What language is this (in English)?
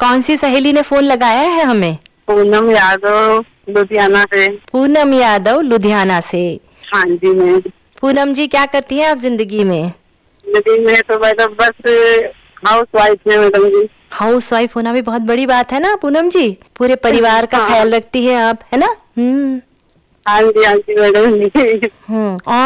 Hindi